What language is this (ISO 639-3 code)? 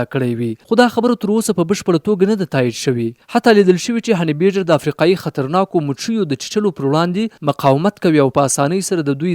pus